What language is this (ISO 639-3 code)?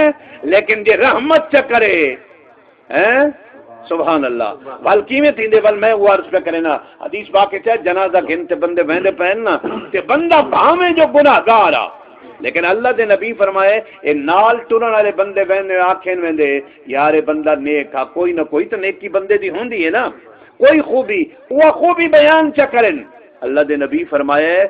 skr